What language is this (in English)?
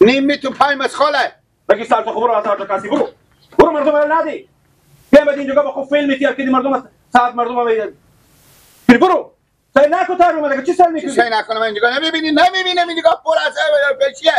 Persian